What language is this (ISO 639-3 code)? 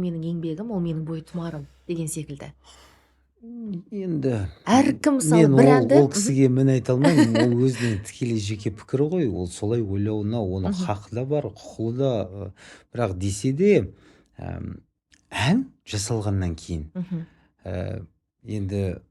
kaz